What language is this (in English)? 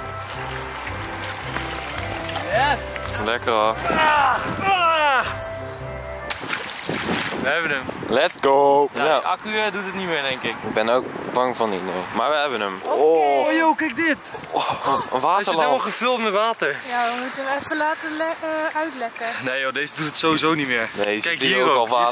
Dutch